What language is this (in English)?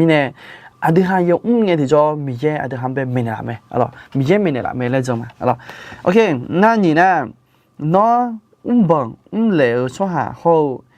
Akha